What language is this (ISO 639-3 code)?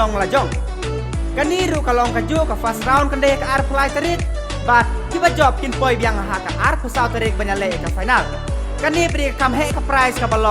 kha